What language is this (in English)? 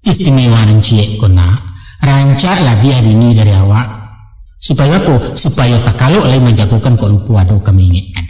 Minangkabau